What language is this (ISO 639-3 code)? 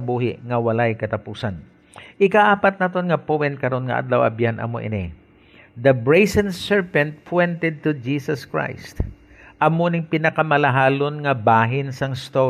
hil